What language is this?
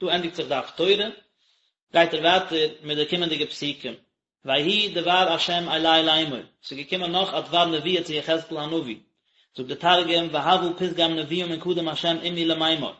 Yiddish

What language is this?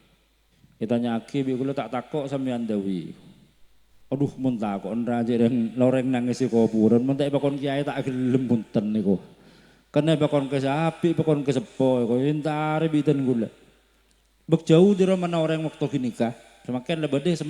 Madurese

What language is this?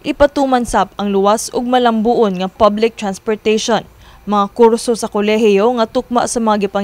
Cebuano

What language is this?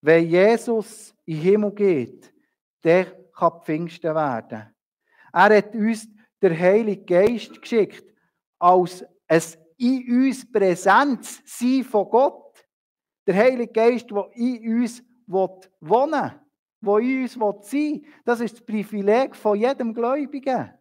Swiss German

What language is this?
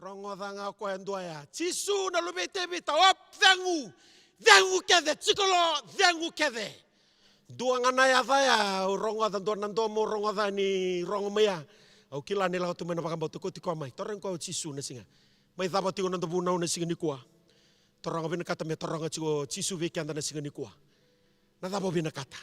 Fijian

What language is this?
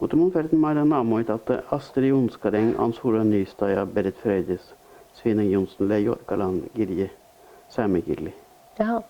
Northern Sami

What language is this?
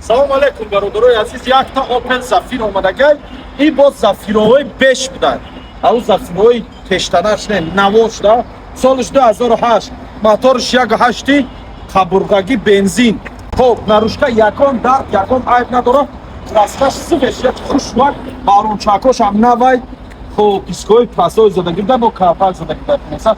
Tajik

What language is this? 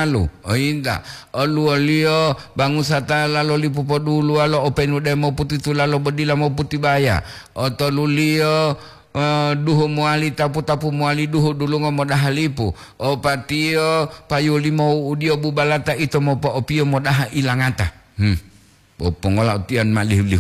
Gorontalo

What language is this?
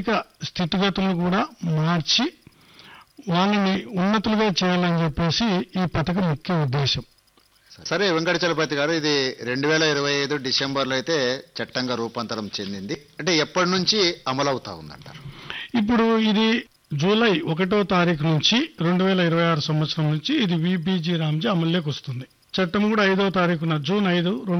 Telugu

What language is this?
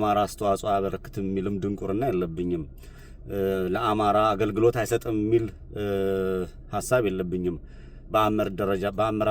Amharic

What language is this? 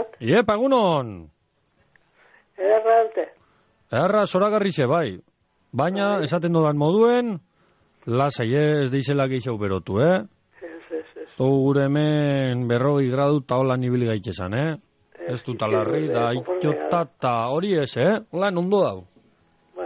Basque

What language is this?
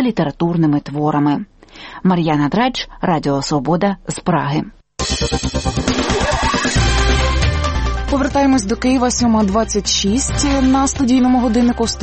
Ukrainian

